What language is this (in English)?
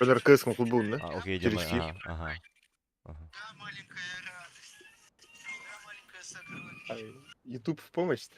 Yakut